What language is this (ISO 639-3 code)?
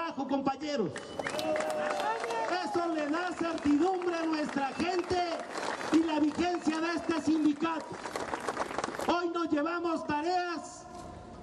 spa